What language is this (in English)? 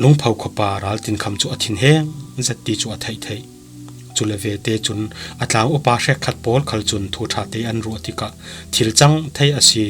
Falam Chin